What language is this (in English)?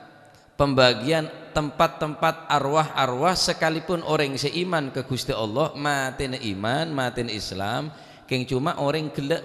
Madurese